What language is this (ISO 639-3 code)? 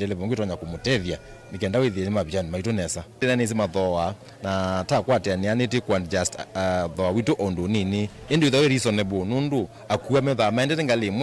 kam